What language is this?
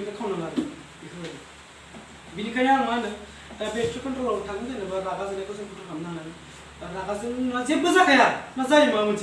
Bodo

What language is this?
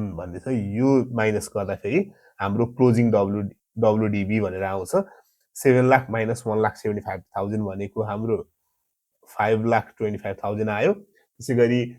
Nepali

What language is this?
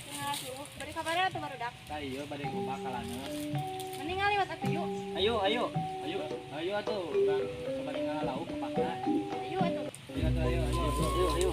Sundanese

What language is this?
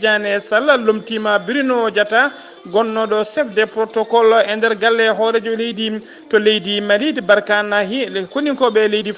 Fula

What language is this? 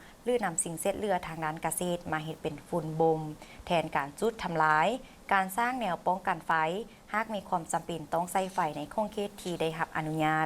Lao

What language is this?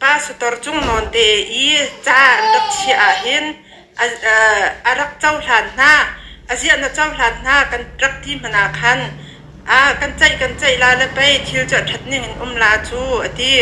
Hakha Chin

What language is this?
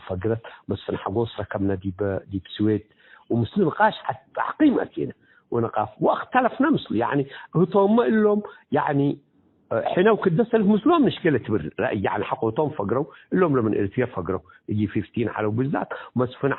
Tigre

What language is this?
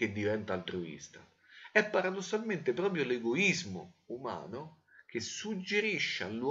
Italian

